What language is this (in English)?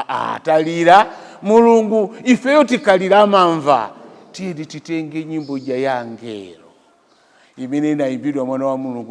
Nyanja